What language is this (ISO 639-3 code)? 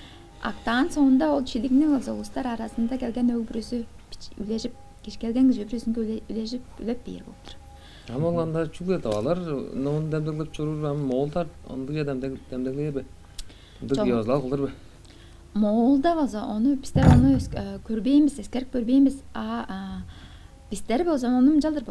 tyv